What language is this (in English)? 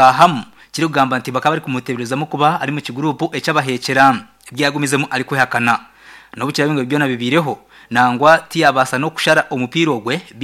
Nyankole